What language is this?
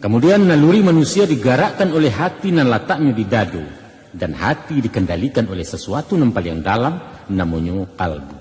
Minangkabau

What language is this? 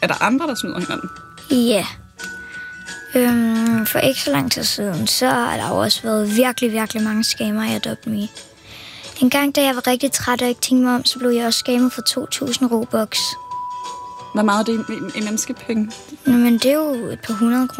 Danish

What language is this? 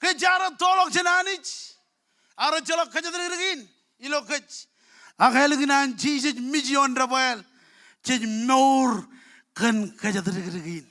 Marshallese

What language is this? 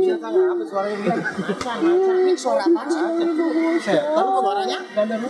Betawi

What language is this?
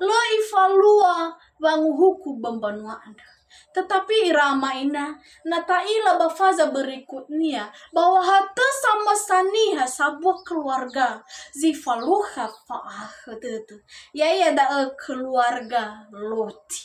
Nias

